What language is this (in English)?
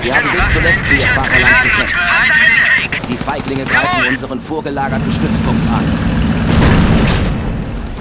German